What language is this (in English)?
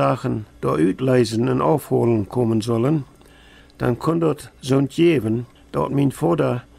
Plautdietsch